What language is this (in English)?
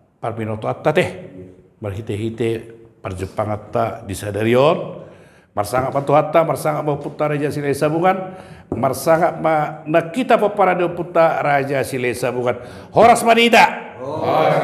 Batak Toba